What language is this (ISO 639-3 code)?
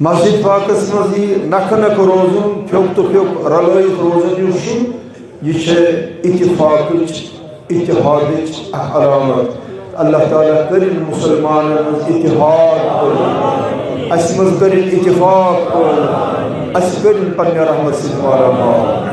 kas